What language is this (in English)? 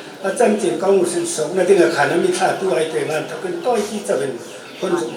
Hmar